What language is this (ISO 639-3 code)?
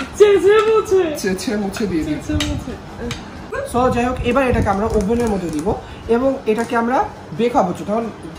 ben